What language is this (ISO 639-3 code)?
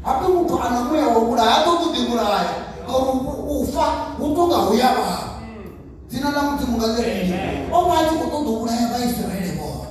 ven